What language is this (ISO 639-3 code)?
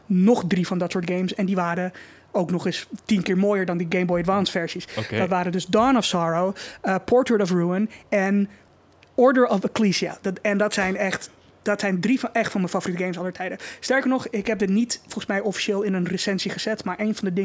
nld